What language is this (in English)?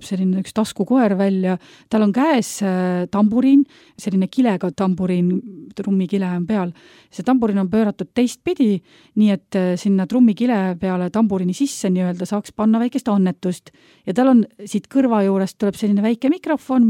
Estonian